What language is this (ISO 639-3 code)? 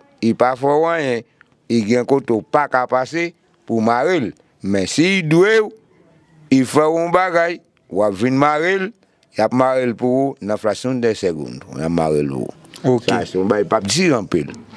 hat